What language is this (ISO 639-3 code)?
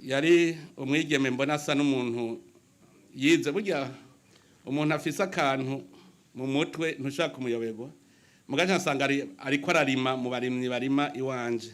run